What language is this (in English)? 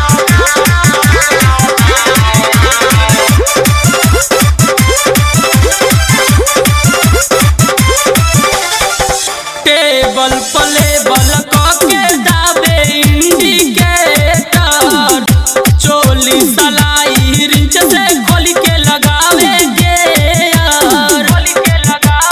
Bhojpuri